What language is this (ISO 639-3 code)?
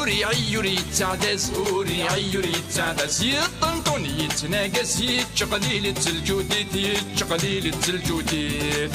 kab